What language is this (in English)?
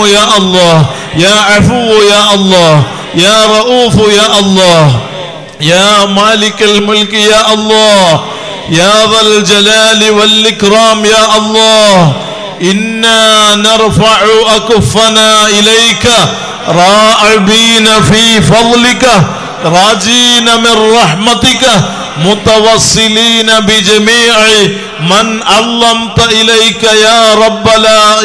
Malayalam